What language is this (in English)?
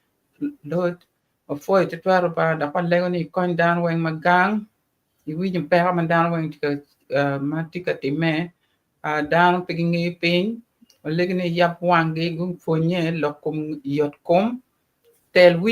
Acoli